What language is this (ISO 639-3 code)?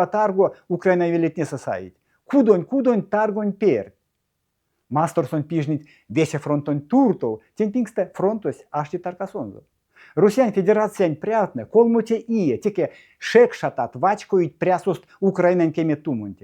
myv